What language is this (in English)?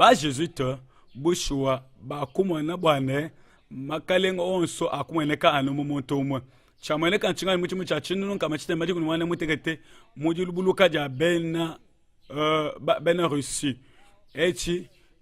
Luba-Lulua